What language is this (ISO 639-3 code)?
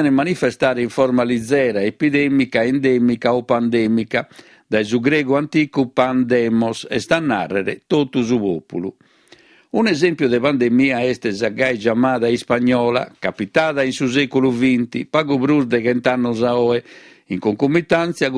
srd